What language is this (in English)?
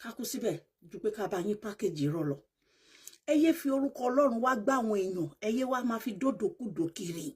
Yoruba